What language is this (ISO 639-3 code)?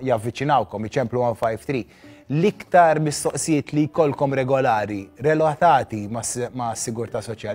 mlt